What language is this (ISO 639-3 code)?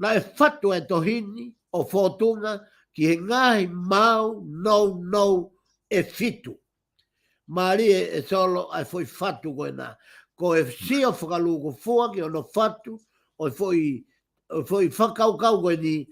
ton